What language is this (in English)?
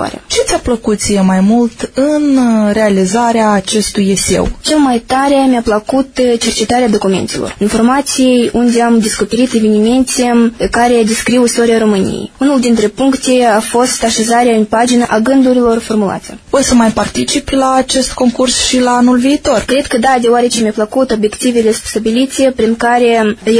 Romanian